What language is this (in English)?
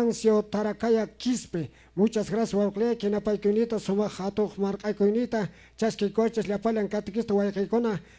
Quechua